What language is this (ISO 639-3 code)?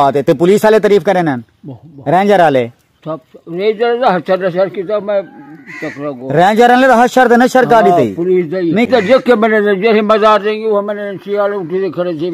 skr